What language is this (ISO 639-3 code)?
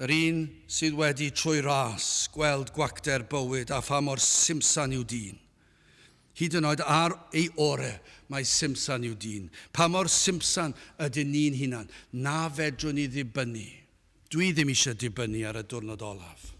cym